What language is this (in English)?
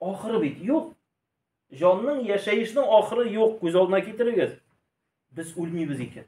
Tatar